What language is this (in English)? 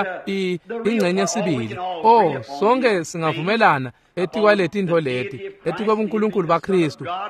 Swati